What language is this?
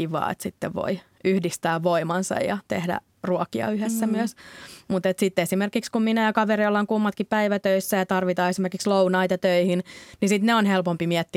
Finnish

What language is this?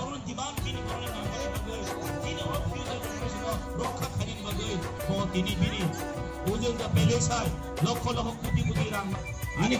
Kok Borok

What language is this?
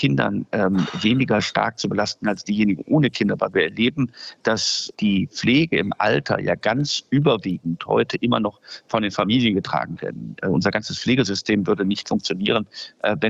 German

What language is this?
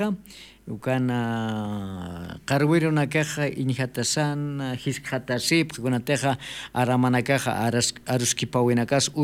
Aymara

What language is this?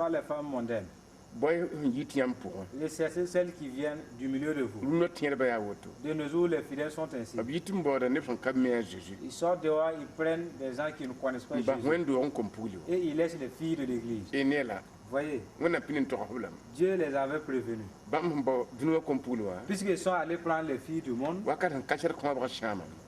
Mossi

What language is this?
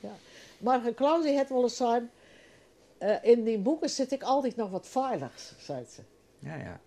Western Frisian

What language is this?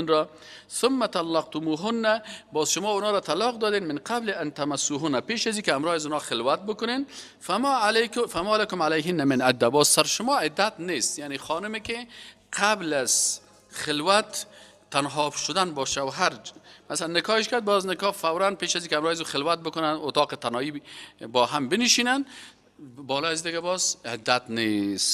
Persian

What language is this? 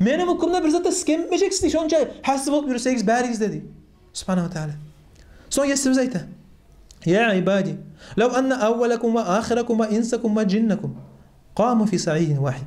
Kumyk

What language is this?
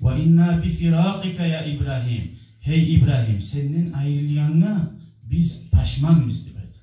Kumyk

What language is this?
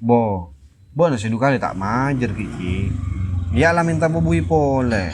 Madurese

